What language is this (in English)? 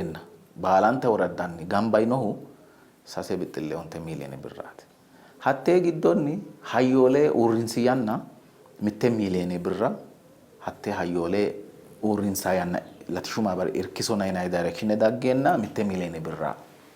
Sidamo